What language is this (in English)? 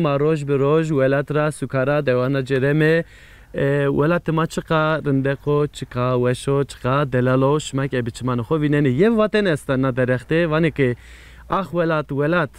Zaza